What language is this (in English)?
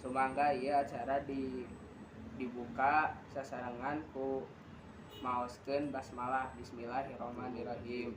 Sundanese